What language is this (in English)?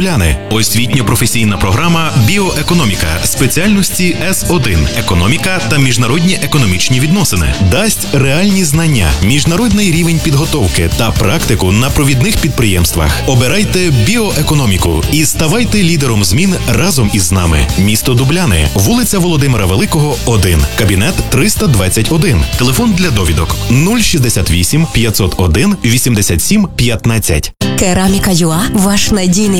Ukrainian